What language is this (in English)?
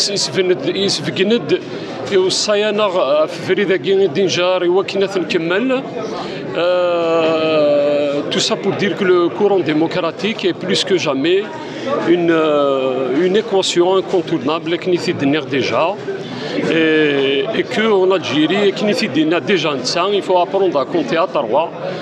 Kabyle